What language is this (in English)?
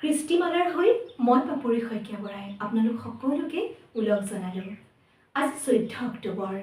Assamese